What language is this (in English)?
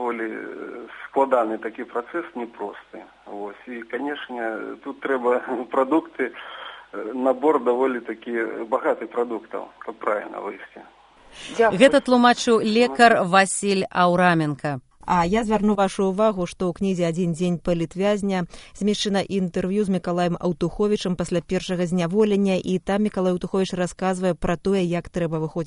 Belarusian